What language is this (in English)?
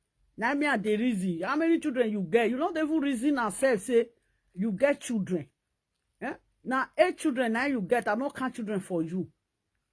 Nigerian Pidgin